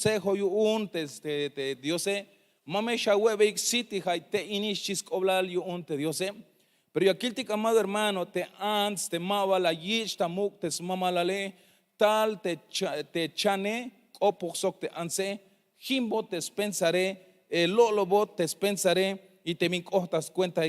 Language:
Tzeltal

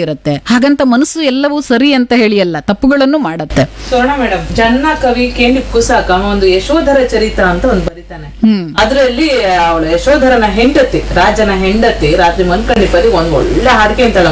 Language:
Kannada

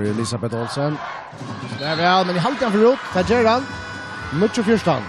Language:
Faroese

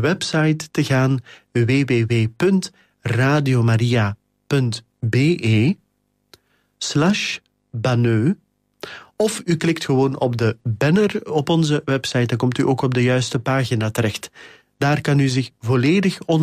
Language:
Dutch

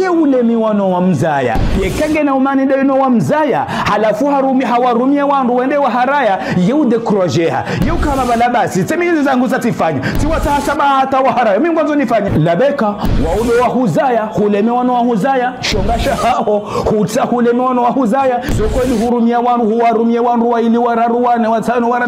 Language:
Ngazidja Comorian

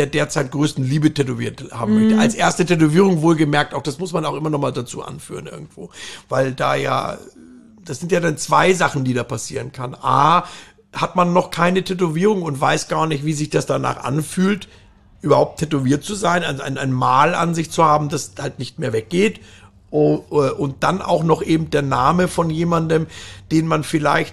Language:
German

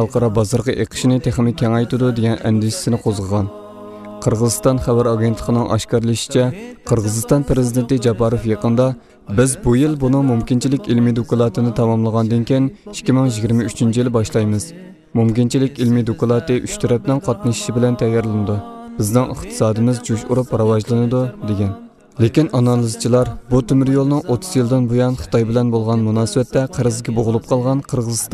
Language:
Uyghur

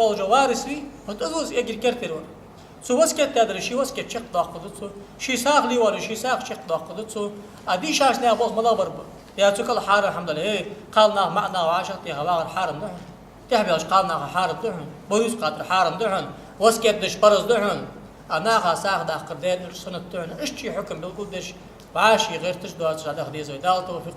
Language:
Ingush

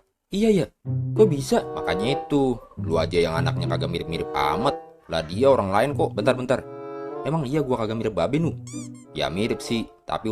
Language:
Betawi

